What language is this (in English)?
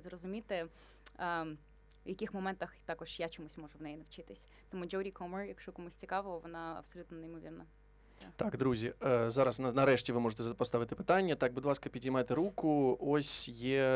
Ukrainian